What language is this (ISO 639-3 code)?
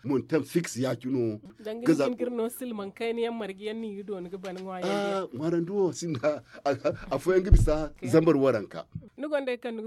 dje